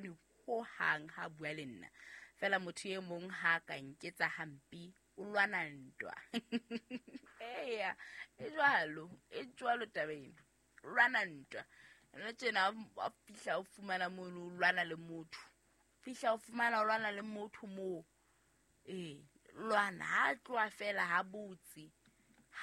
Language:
Southern Sotho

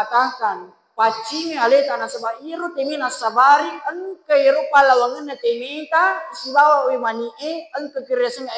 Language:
Buginese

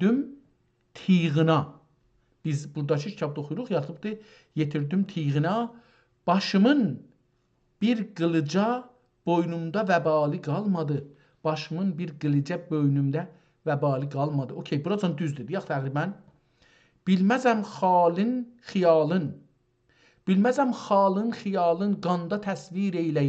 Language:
South Azerbaijani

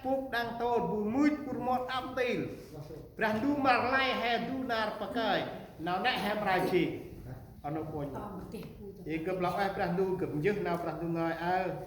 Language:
Central Mnong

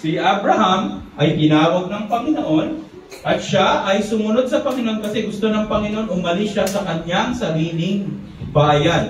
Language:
Filipino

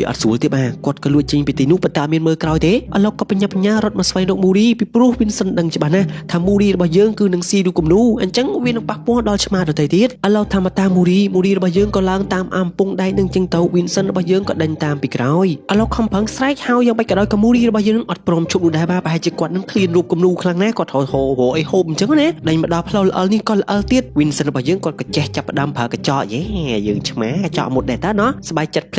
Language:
Khmer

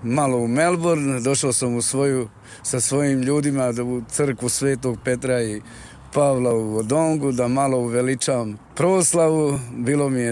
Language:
Croatian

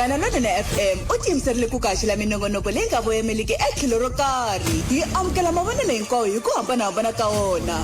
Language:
Tsonga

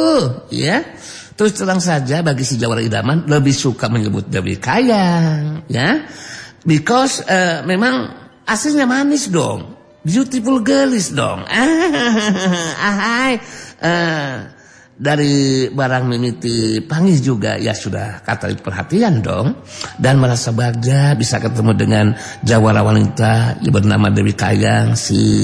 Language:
Sundanese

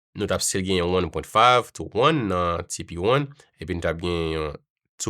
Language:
Haitian Creole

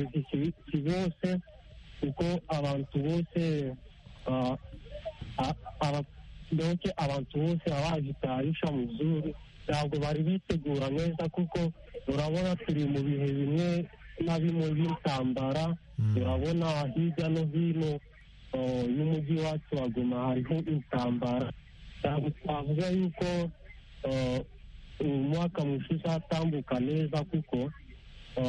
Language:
Kinyarwanda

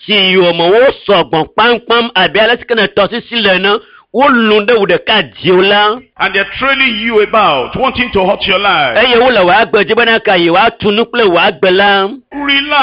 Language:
Ewe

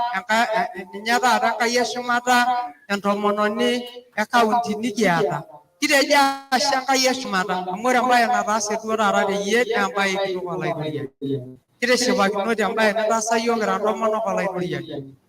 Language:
Masai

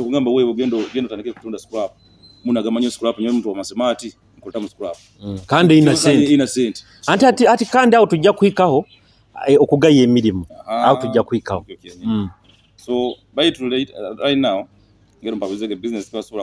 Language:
Nyoro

